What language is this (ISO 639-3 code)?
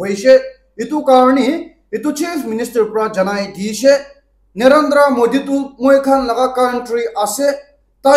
nag